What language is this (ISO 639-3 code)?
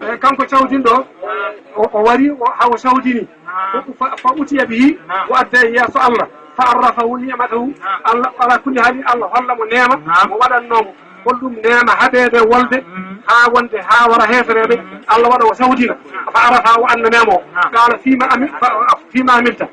ful